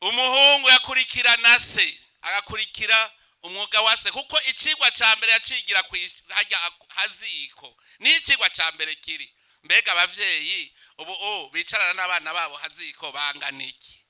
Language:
Rundi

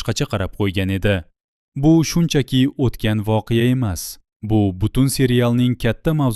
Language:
Uzbek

